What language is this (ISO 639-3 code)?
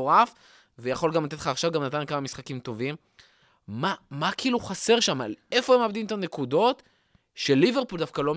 heb